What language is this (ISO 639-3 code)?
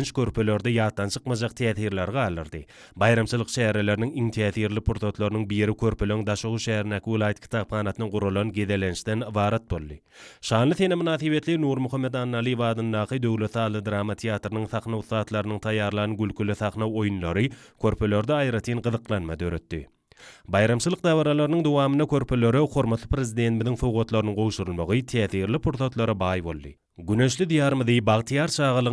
tuk